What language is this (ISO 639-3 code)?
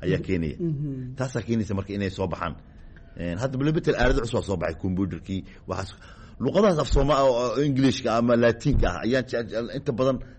som